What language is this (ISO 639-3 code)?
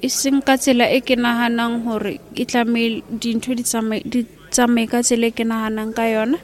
sot